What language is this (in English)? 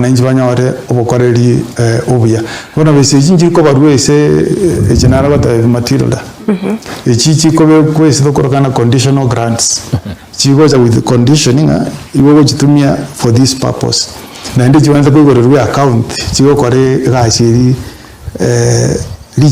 Gusii